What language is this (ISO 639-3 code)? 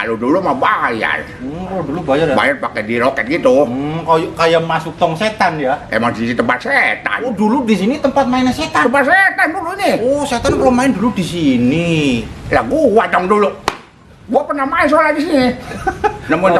bew